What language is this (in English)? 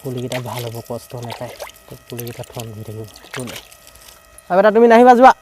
Assamese